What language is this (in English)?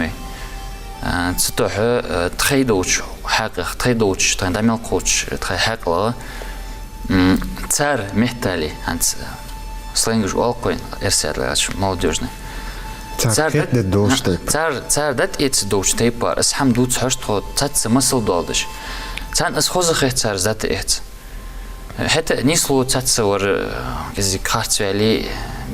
Ingush